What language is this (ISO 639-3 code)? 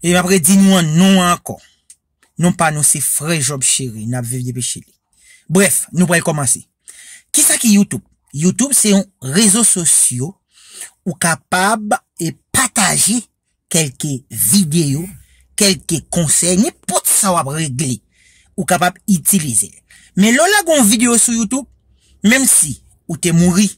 hat